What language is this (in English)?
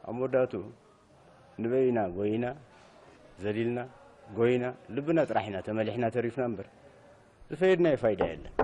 Tigrinya